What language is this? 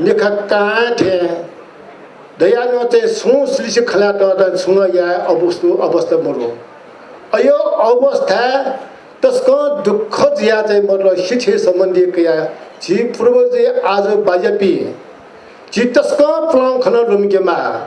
Newari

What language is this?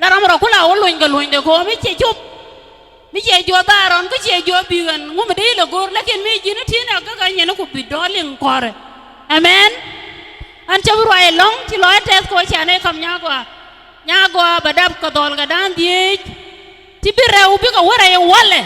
Nuer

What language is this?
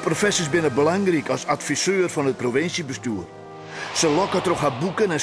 Western Frisian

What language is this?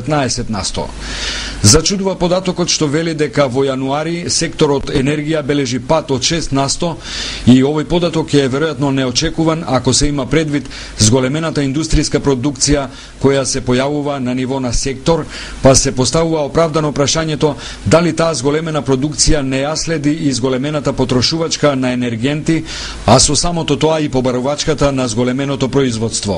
Macedonian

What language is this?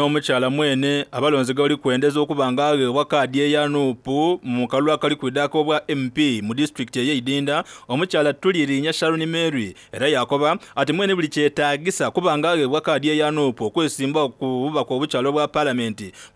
Soga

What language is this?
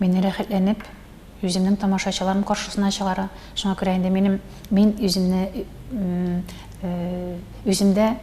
Tatar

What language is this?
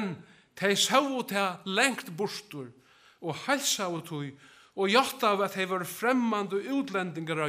Faroese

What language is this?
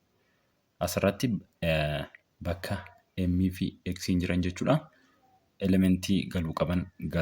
Oromo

